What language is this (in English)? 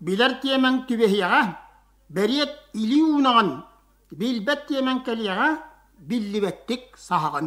Yakut